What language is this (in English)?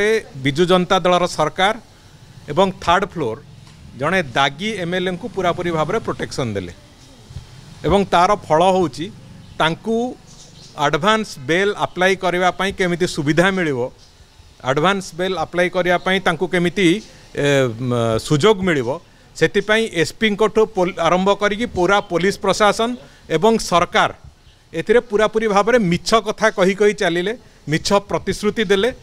Odia